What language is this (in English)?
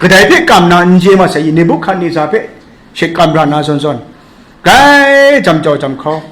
Kachin